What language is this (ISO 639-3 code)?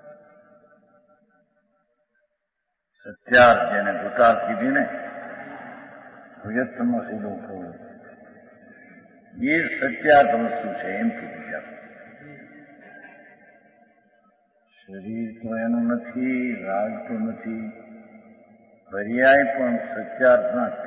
guj